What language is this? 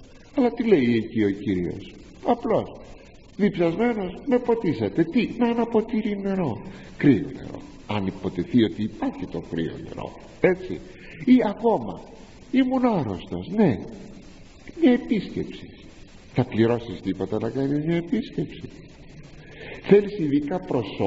Greek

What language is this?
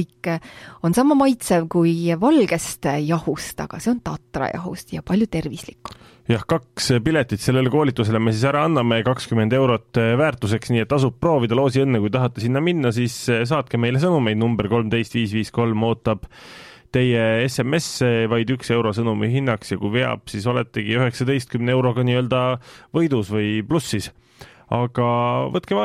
Estonian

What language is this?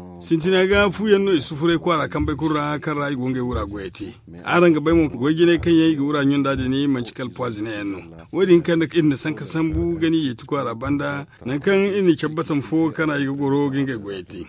Zarma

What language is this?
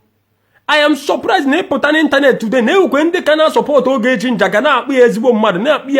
Igbo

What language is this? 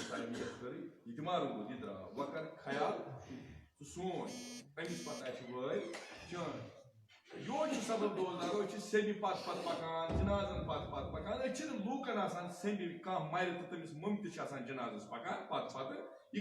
Kashmiri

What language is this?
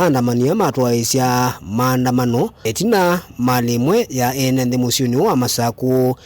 Kamba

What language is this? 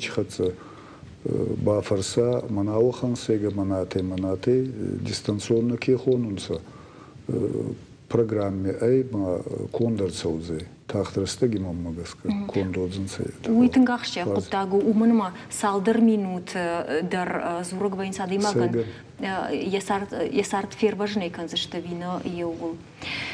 Ossetic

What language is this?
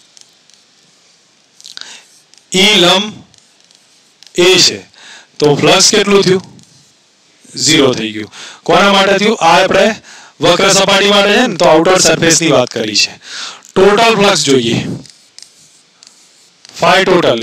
Gujarati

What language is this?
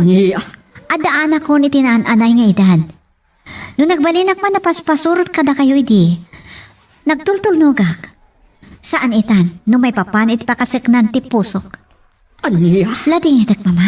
Iloko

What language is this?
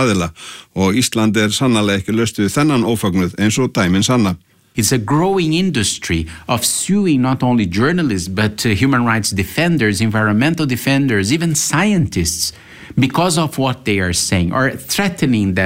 Icelandic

